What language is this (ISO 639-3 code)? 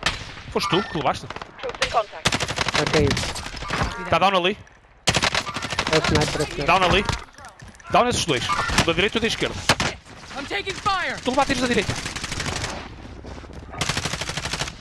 por